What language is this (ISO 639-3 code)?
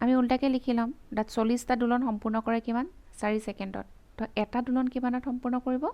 asm